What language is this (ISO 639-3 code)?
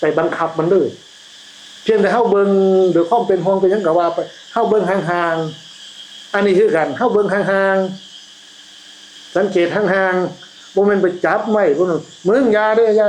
tts